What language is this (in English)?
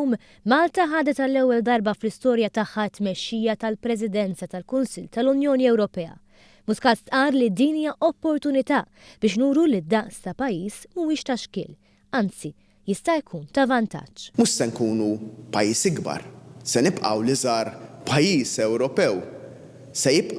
Maltese